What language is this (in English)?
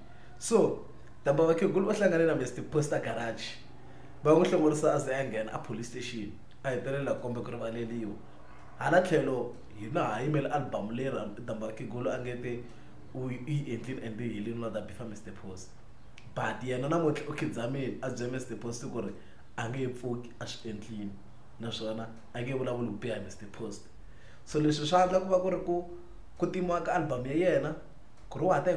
Tsonga